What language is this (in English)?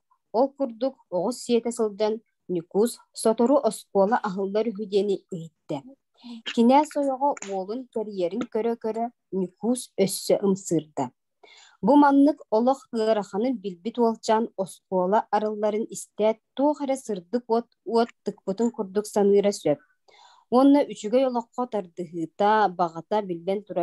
Yakut